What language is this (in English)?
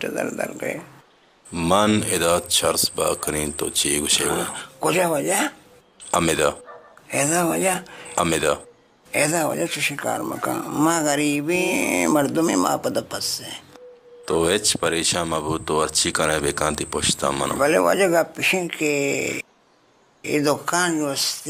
Baluchi